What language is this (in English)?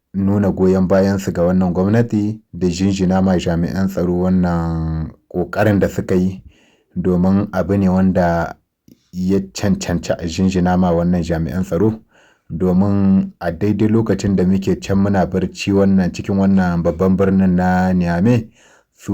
Hausa